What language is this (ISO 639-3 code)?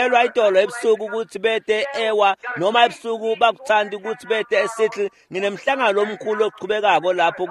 ssw